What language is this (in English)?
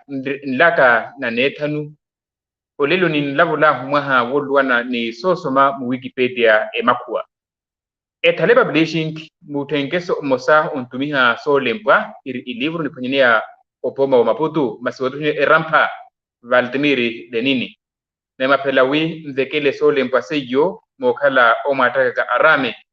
Makhuwa